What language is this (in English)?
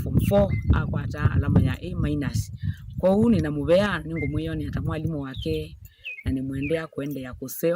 Kamba